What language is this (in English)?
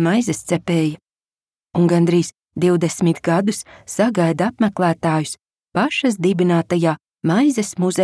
Latvian